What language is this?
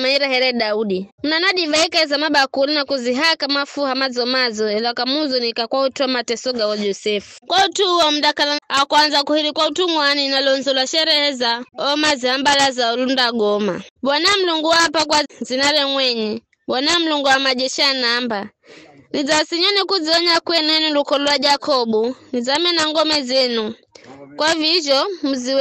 Giryama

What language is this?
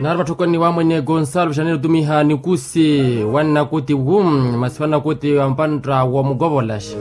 Makhuwa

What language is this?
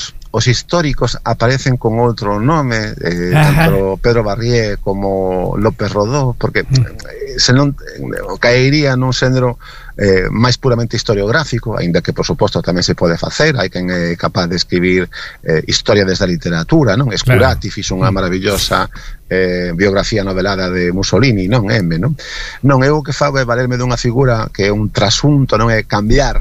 Galician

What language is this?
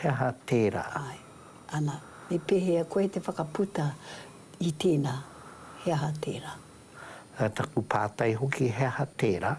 Māori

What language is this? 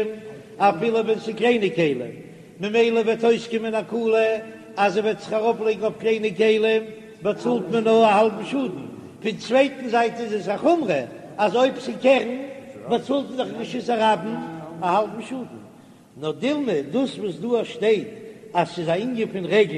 Yiddish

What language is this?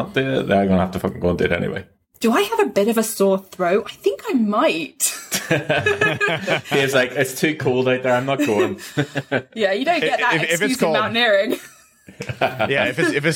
English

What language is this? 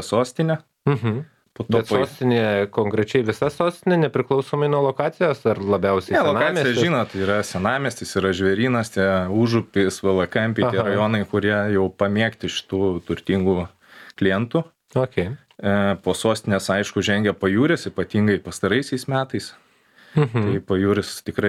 Lithuanian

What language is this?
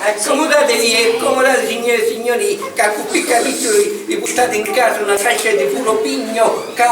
Sicilian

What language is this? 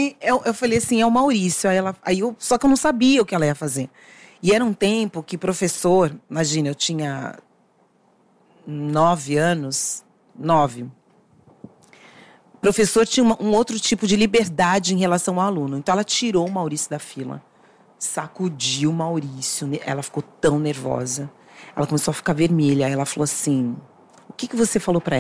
Portuguese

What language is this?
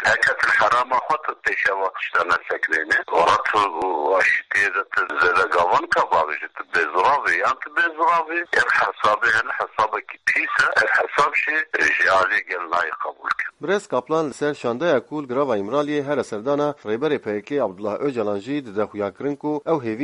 Kurdish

